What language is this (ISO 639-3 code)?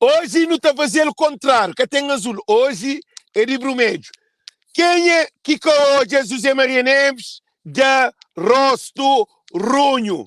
kea